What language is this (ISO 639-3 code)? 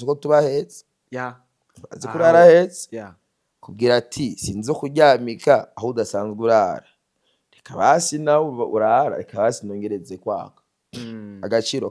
run